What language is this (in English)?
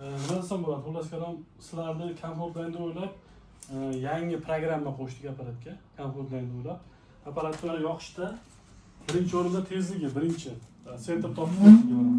Uzbek